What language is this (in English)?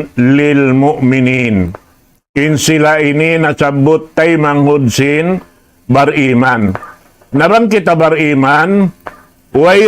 Tausug